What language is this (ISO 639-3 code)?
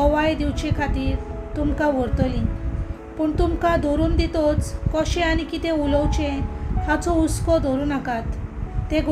kok